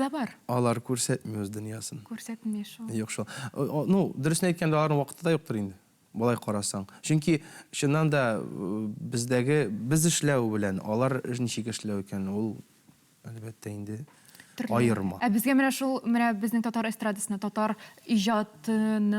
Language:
Tatar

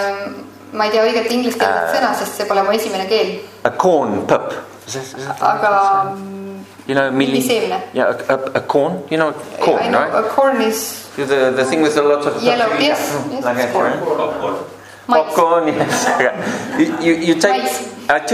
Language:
Estonian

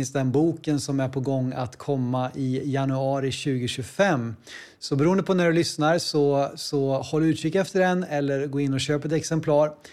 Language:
Swedish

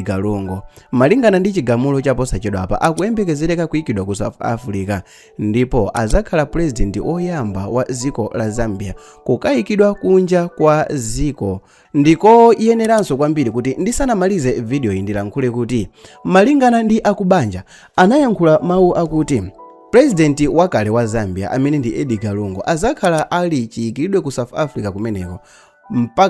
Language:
Nyanja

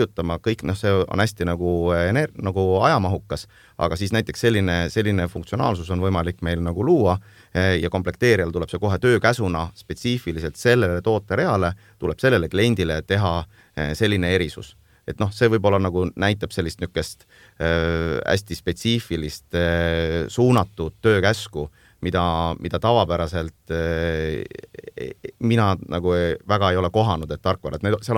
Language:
Estonian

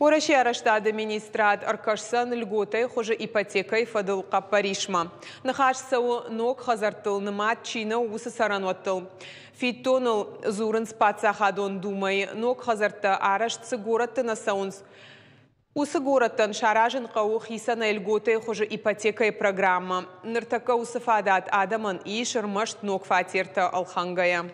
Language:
Ossetic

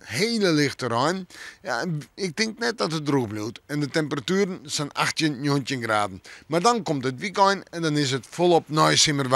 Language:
Western Frisian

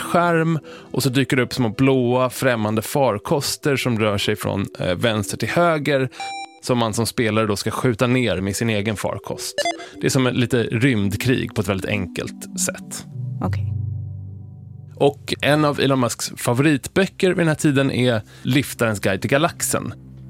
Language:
Swedish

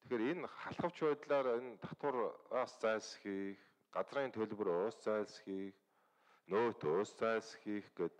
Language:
Mongolian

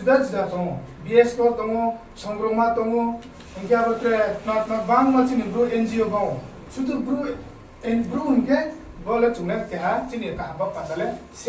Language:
Riang (India)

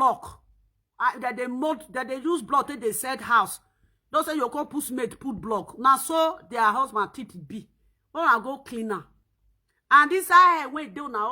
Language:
Nigerian Pidgin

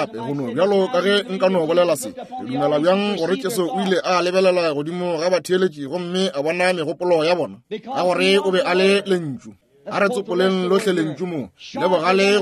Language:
Northern Sotho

